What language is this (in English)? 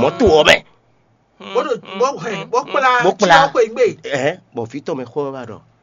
Fon